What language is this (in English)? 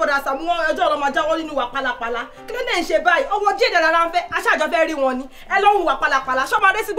Yoruba